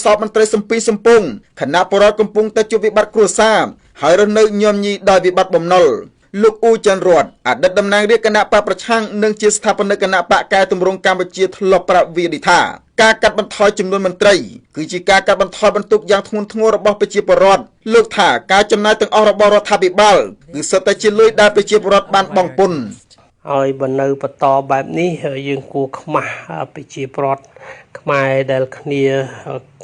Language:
Khmer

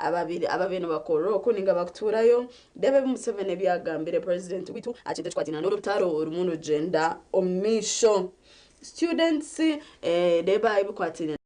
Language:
Nyankole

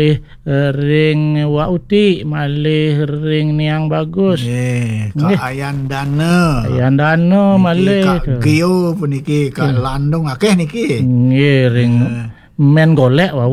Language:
Balinese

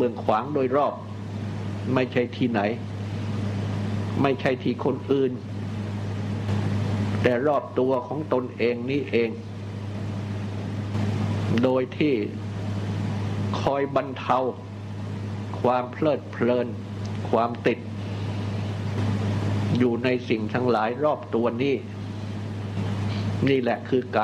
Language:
Thai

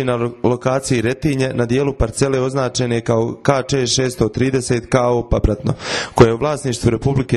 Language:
Serbian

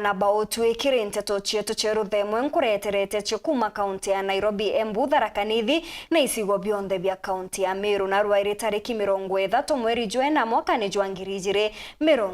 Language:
Meru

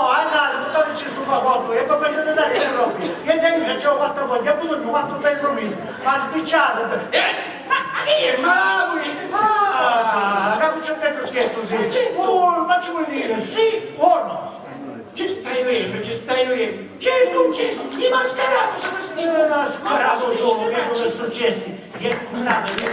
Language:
Sicilian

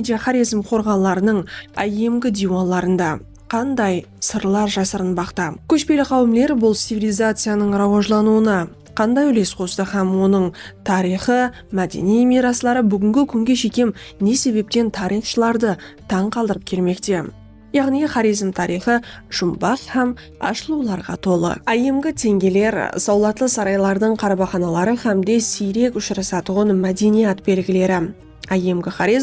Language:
Kara-Kalpak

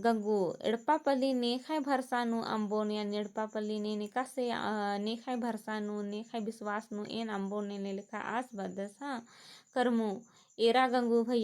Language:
Kurukh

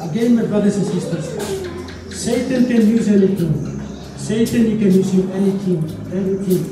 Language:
Tok Pisin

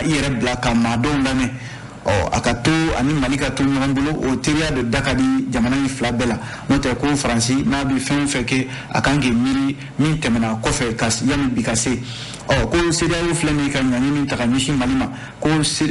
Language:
Bambara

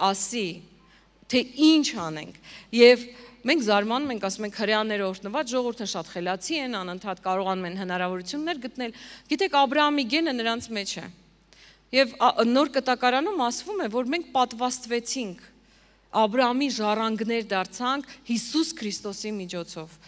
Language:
Armenian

